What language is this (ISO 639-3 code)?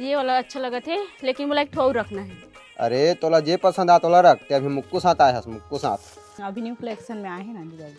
hne